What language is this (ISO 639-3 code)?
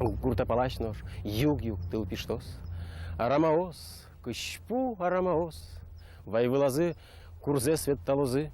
udm